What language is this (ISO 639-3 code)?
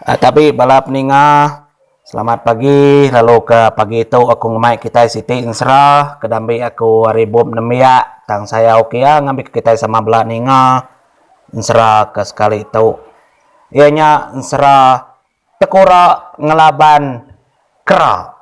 iba